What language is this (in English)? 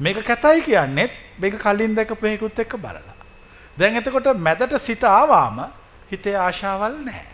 Sinhala